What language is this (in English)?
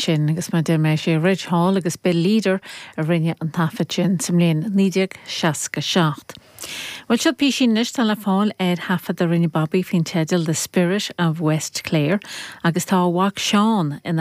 Irish